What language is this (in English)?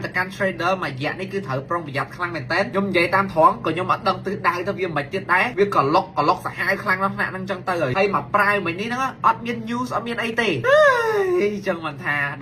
Khmer